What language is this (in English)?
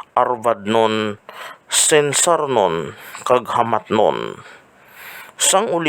Hiligaynon